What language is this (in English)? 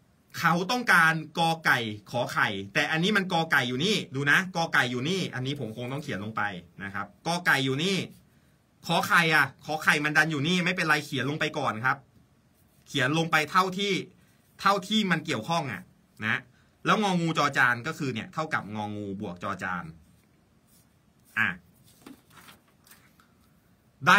Thai